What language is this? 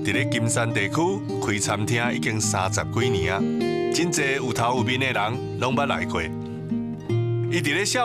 Min Nan Chinese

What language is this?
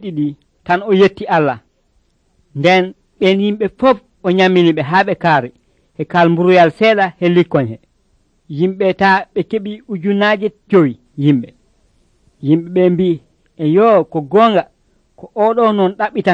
Nigerian Fulfulde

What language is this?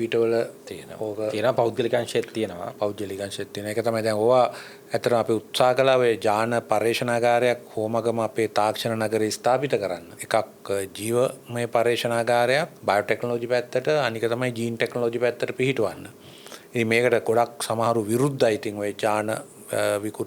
Sinhala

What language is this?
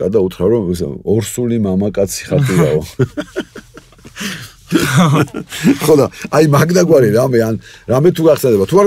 Georgian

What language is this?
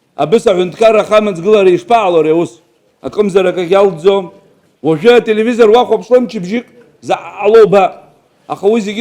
Abkhazian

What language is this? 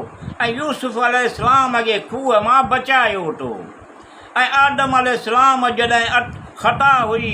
Sindhi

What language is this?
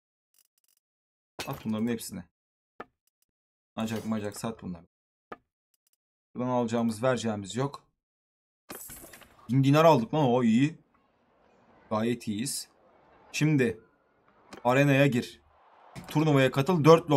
Turkish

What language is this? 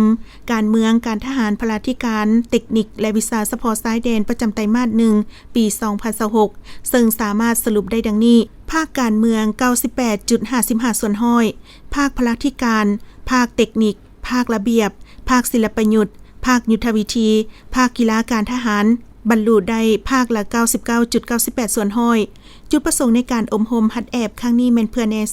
Lao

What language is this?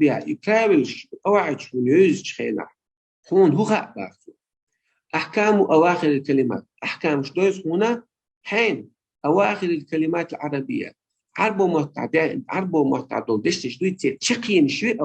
Chechen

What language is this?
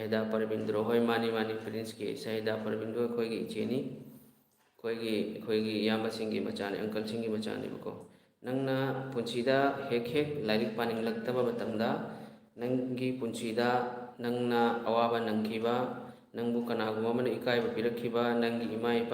Manipuri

